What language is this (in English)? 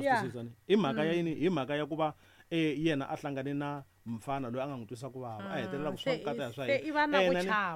Tsonga